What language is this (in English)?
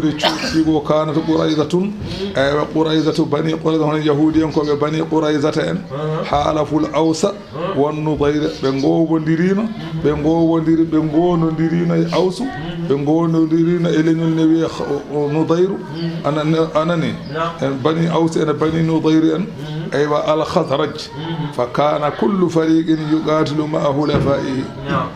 Fula